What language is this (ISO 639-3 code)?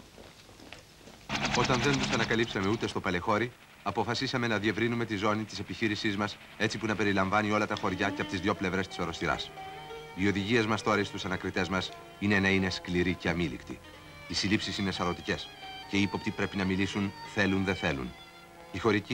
ell